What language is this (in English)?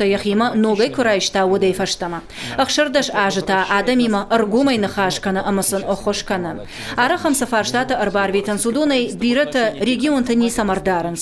Ossetic